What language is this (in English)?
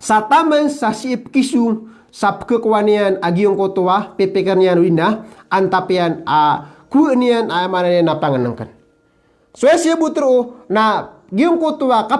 Maranao